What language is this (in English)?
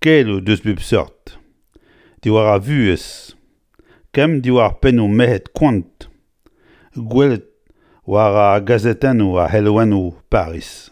Breton